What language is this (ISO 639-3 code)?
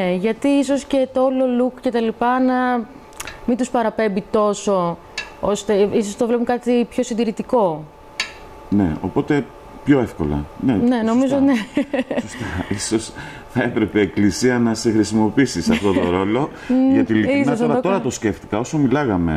ell